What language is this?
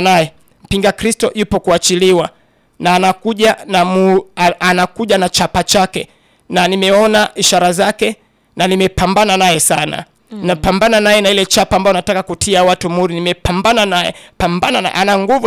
Swahili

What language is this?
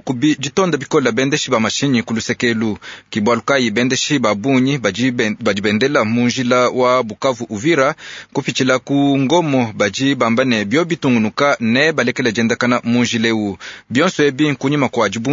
Luba-Lulua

